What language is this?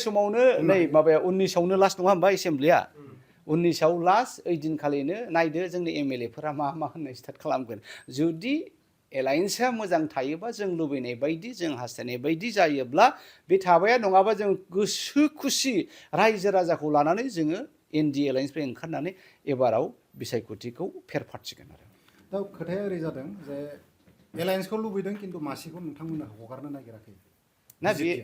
Bodo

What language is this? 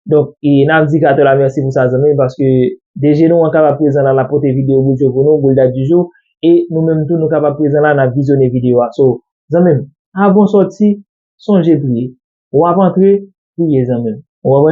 Haitian Creole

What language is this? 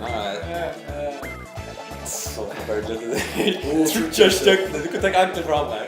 Faroese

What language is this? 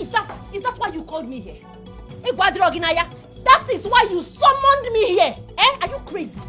Nigerian Pidgin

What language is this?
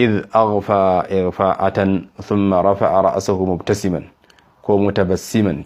Hausa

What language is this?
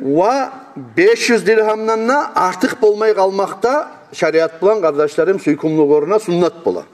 Kumyk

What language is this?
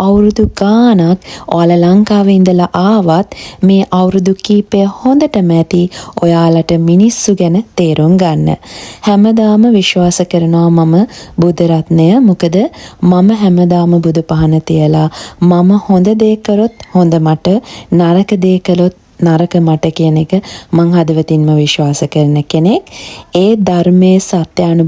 Sinhala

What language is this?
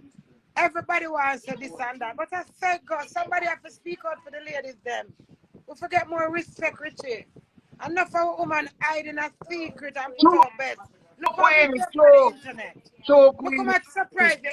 Jamaican Creole English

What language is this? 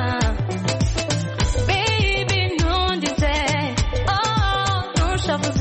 Kinyarwanda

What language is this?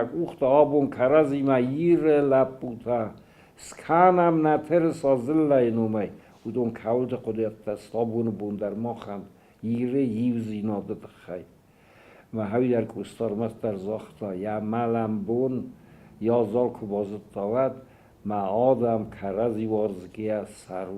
Ossetic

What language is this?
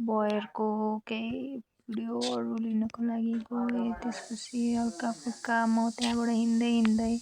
Nepali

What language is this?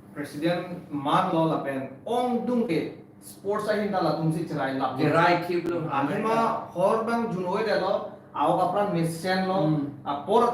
Karbi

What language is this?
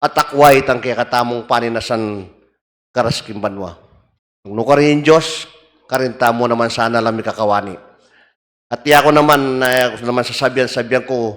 Pampanga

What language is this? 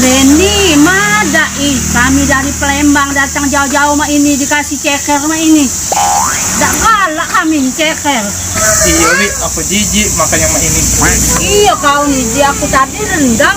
Musi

